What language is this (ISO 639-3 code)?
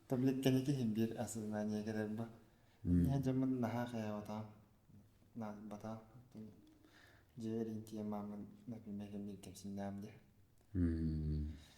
sah